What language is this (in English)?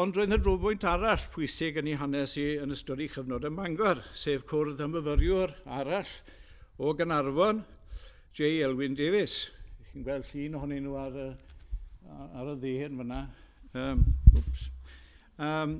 Welsh